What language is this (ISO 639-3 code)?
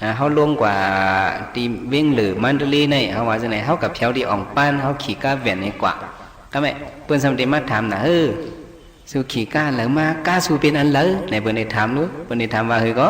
shn